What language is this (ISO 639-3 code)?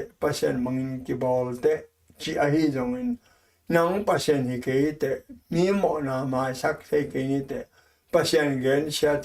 ctd